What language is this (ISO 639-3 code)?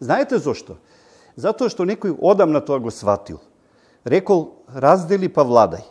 mkd